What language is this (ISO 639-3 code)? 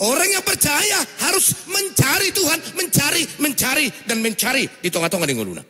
bbc